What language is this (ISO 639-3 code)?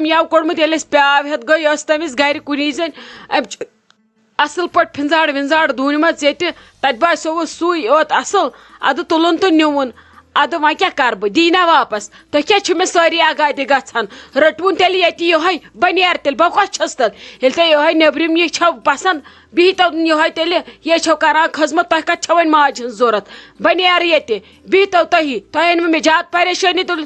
kas